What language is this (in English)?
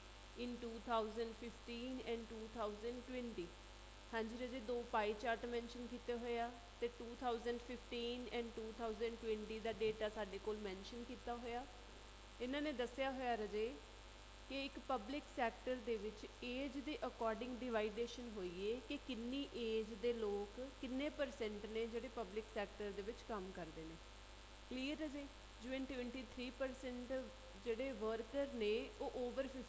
Punjabi